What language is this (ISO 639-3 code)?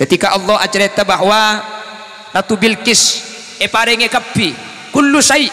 mad